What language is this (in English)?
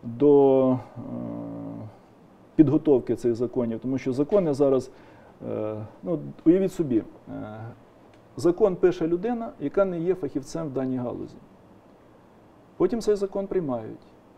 Ukrainian